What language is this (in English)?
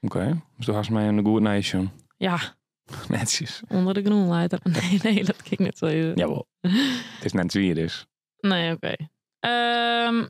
Western Frisian